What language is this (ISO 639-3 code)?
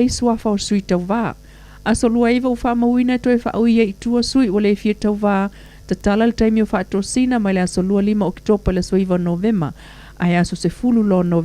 smo